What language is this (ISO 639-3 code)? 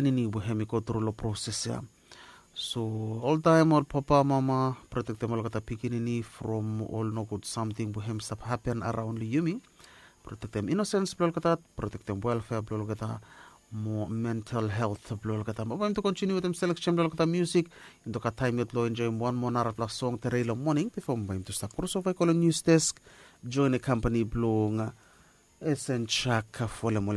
bis